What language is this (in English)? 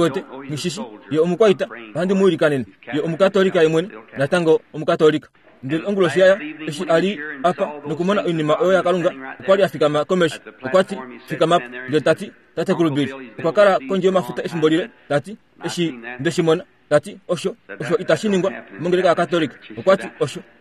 Kuanyama